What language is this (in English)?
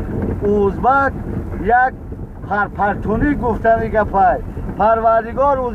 Tajik